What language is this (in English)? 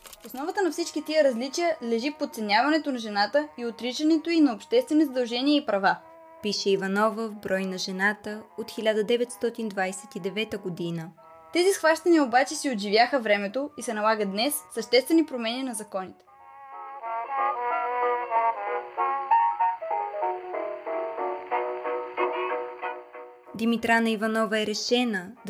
Bulgarian